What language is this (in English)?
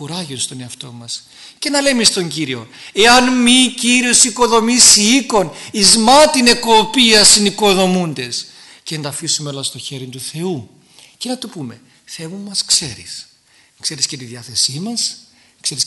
Greek